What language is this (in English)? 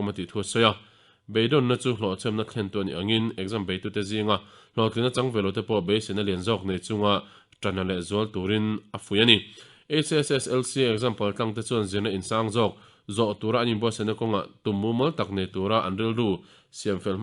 Mizo